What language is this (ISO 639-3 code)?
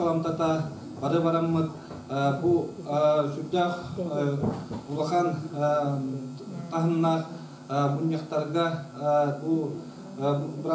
sah